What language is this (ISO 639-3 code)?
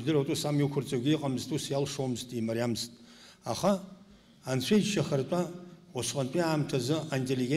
abk